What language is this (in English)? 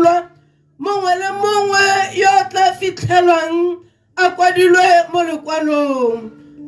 Tswana